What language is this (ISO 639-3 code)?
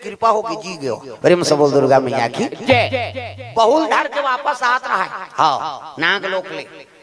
hne